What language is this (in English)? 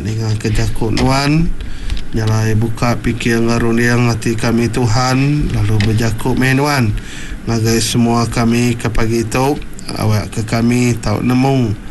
Iban